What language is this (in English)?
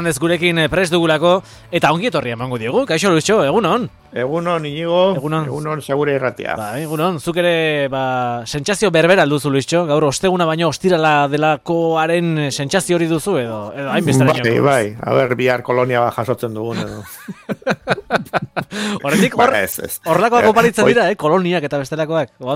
Basque